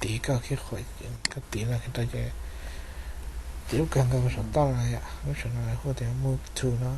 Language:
Hmong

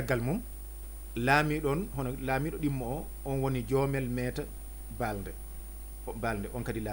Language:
Fula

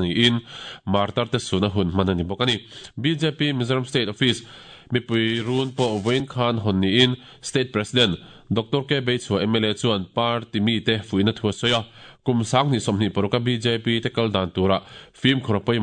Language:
Mizo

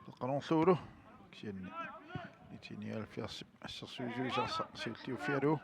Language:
Kalaallisut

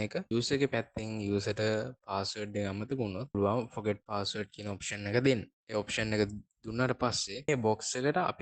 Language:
Sinhala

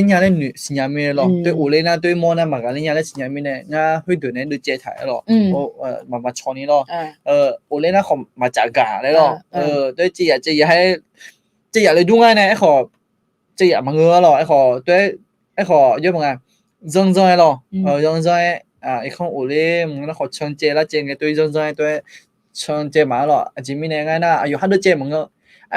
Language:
Akha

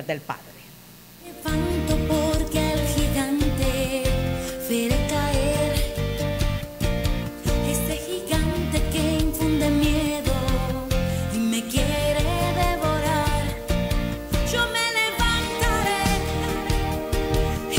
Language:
Spanish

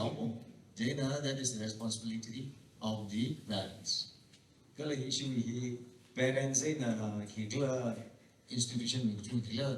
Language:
Tangkhul Naga (India)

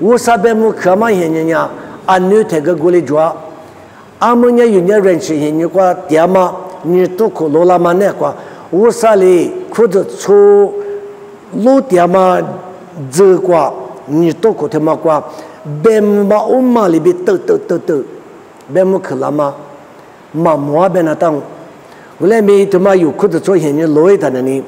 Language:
Lisu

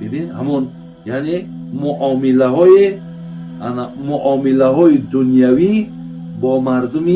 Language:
Persian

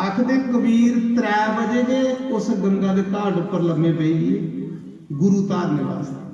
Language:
Dogri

